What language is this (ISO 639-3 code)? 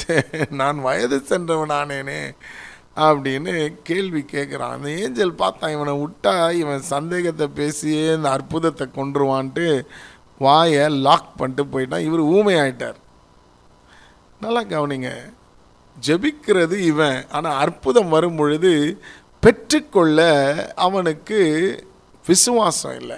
tam